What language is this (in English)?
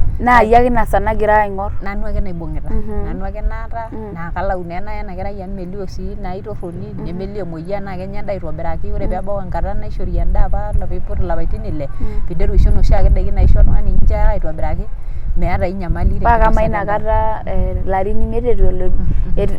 Masai